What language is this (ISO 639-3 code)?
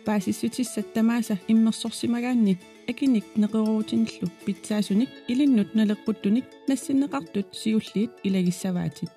kal